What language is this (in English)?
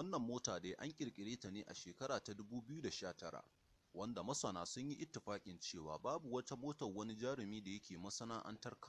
Hausa